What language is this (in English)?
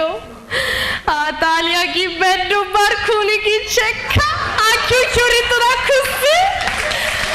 Sicilian